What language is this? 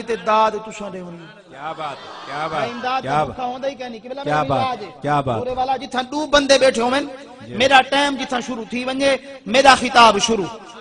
Saraiki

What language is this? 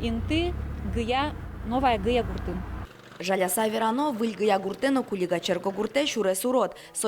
Udmurt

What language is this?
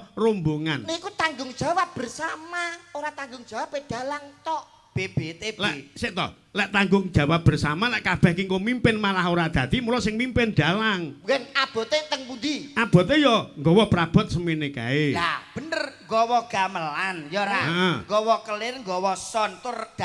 Javanese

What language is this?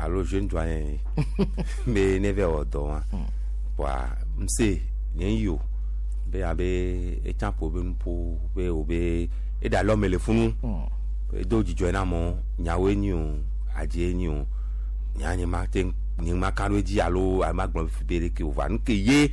Gen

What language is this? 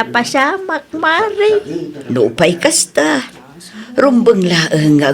Iloko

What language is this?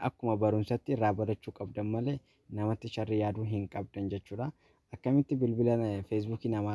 Oromo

